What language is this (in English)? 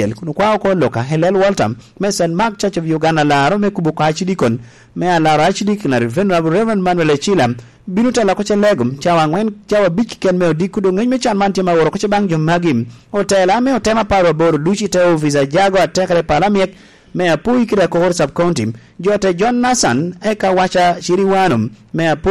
Lango (Uganda)